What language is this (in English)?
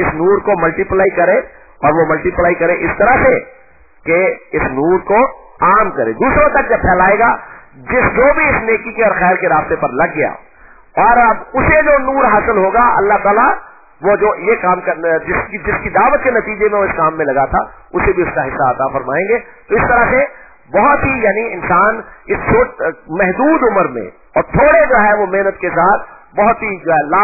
Urdu